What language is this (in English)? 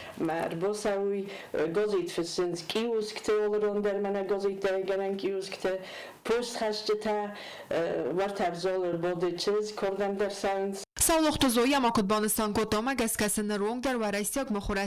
Ossetic